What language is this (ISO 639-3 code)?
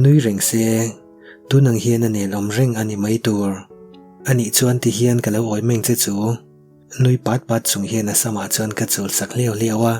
lus